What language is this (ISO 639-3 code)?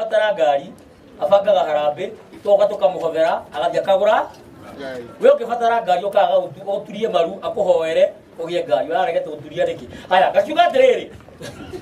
kik